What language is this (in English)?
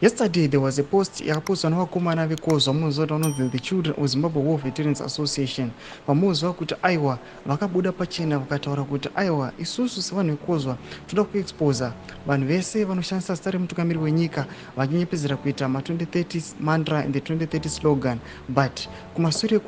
Shona